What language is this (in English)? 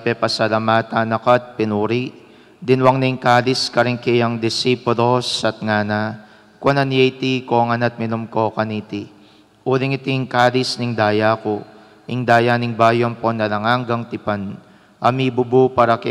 Pampanga